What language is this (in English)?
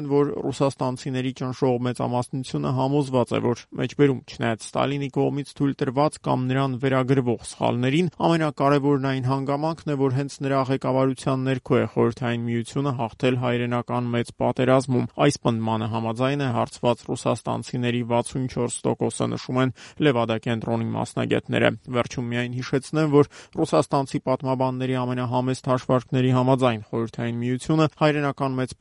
Armenian